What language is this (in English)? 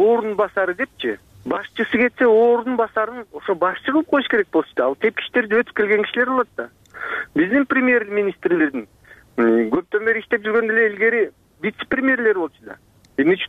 Kyrgyz